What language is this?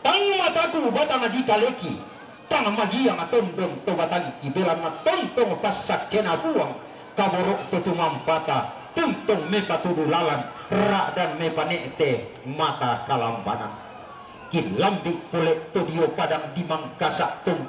Toraja-Sa'dan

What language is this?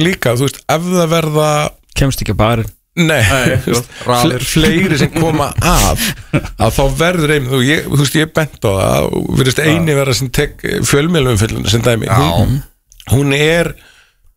Icelandic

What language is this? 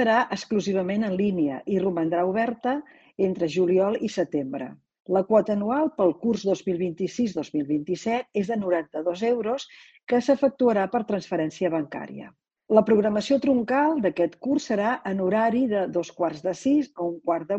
Catalan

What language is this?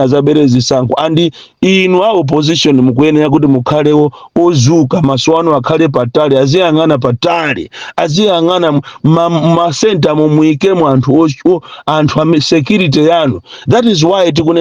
Nyanja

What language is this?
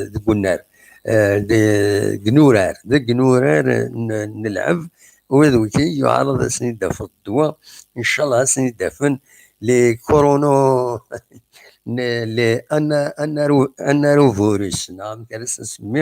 Kabyle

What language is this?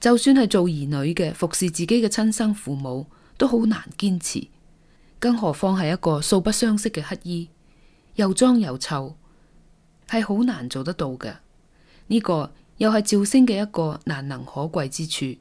Cantonese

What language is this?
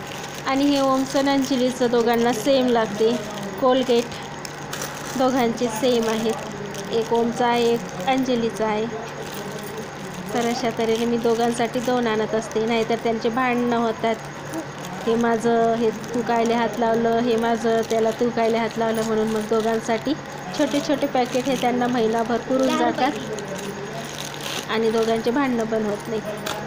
Marathi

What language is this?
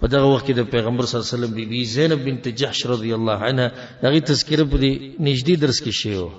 Pashto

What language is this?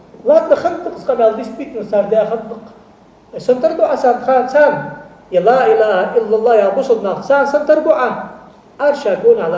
Ingush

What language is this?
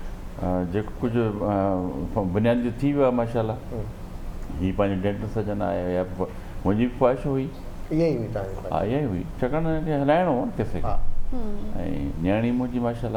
Sindhi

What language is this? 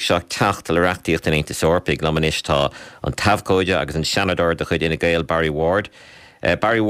Irish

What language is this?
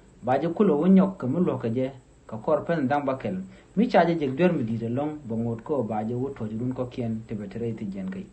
Nuer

